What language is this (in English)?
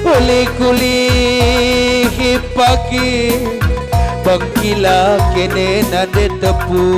Batak Karo